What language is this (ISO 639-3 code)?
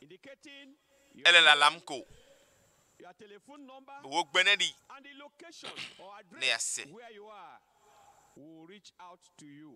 ewe